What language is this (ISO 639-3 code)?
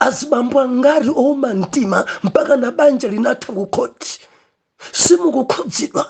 nya